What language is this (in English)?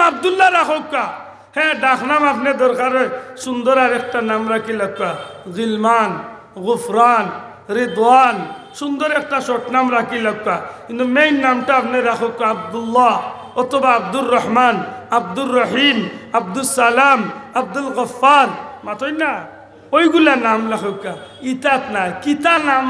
Sylheti